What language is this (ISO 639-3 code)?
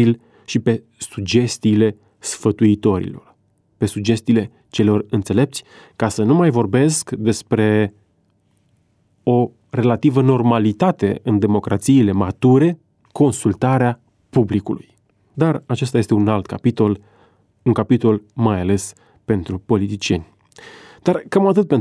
ron